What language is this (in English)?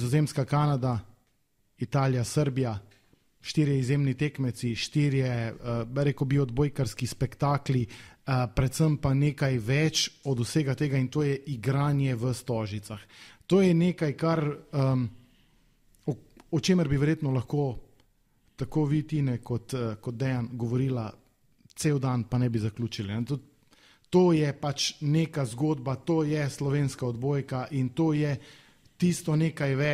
Slovenian